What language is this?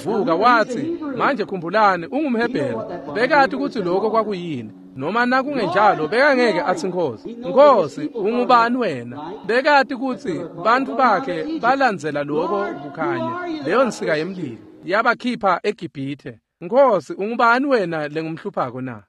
Swati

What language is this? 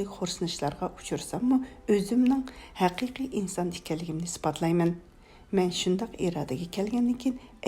Uyghur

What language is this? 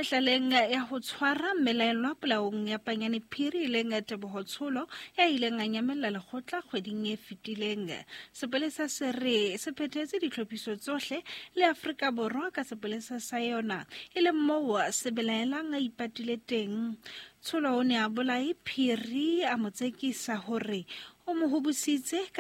Southern Sotho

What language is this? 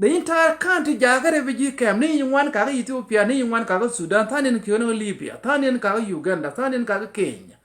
Nuer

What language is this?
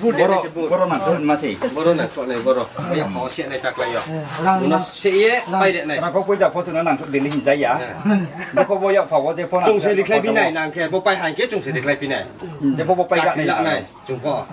Riang (India)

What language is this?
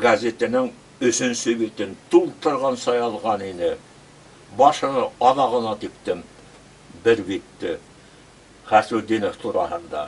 Bashkir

